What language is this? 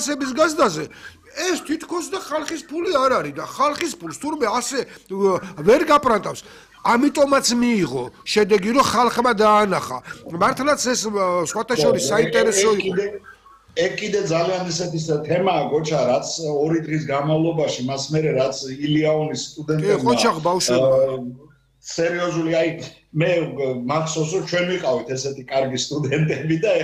Georgian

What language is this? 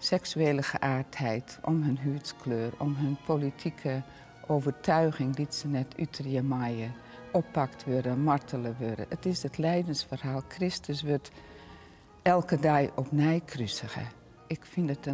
Western Frisian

